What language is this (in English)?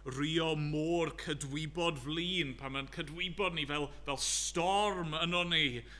Welsh